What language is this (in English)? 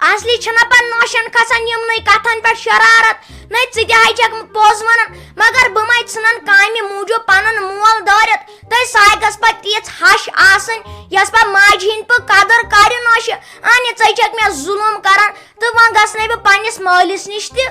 Kashmiri